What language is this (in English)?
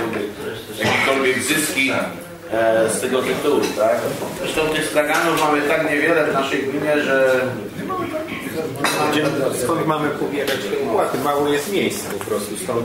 Polish